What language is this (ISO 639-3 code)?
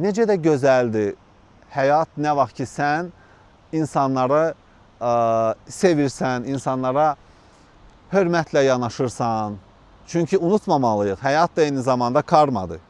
aze